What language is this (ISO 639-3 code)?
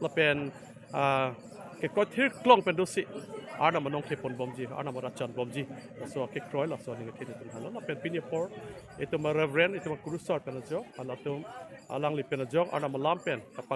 mjw